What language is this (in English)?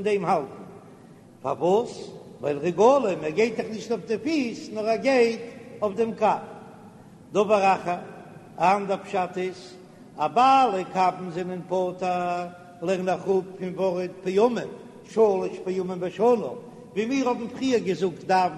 Yiddish